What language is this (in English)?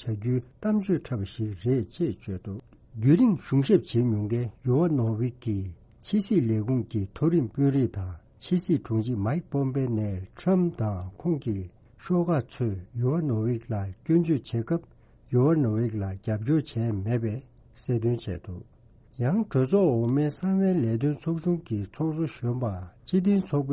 Tibetan